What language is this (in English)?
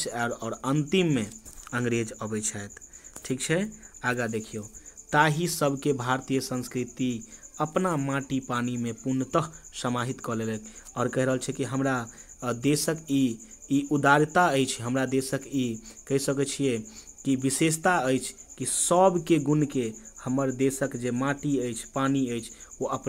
Maithili